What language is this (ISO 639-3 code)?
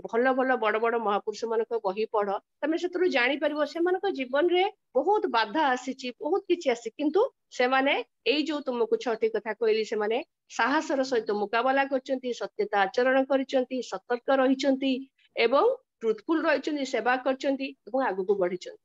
ori